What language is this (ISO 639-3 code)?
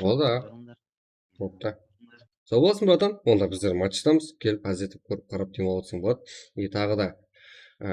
kaa